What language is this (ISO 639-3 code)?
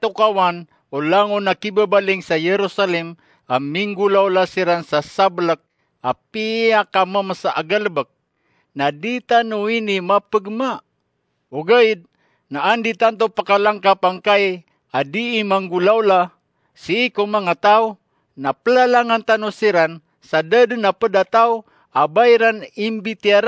mrw